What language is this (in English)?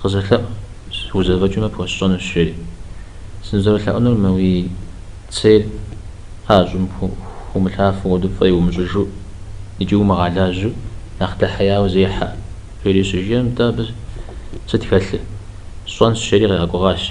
Kabardian